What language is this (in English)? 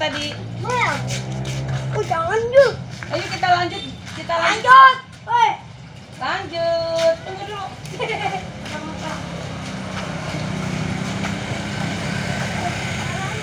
Indonesian